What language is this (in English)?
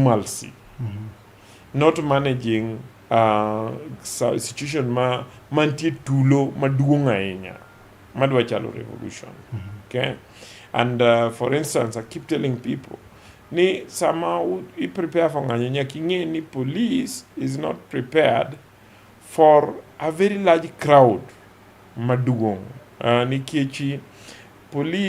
Luo (Kenya and Tanzania)